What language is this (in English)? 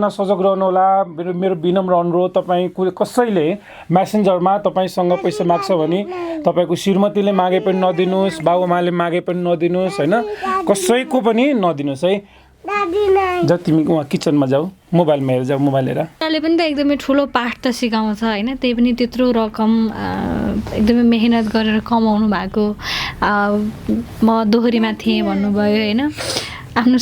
Nepali